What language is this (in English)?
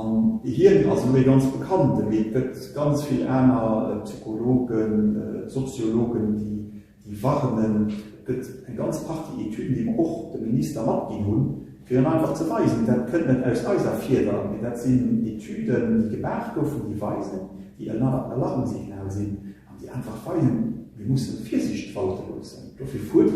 Luxembourgish